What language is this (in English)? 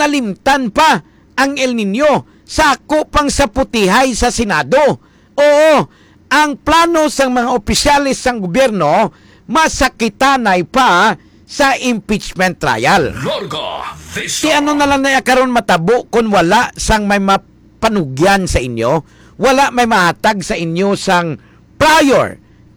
Hiligaynon